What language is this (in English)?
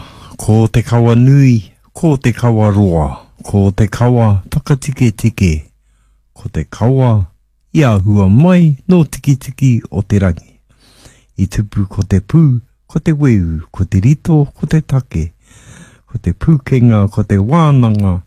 Māori